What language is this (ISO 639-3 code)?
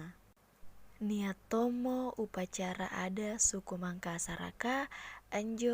mak